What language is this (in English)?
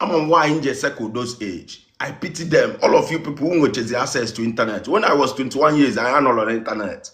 Igbo